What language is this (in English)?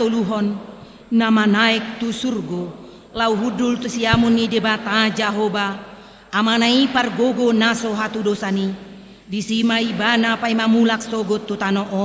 Batak Toba